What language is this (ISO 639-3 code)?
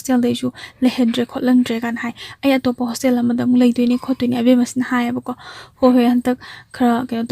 mni